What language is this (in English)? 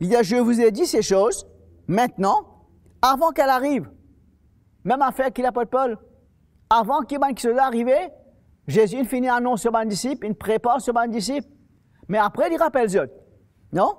Morisyen